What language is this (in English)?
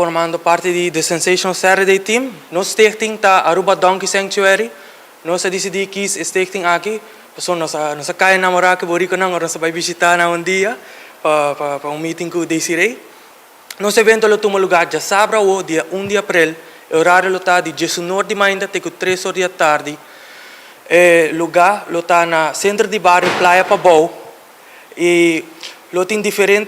Papiamento